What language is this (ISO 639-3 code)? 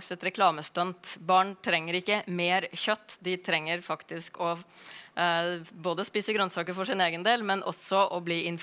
nor